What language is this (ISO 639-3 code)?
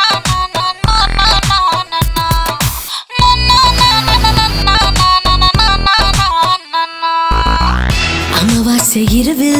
tam